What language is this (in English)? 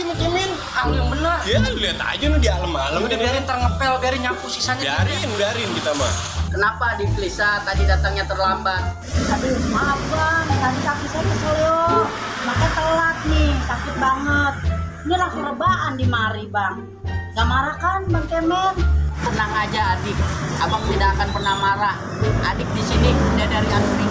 Betawi